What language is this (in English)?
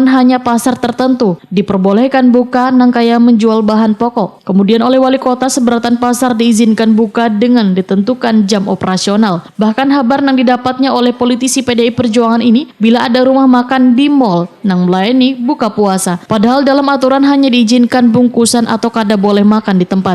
Banjar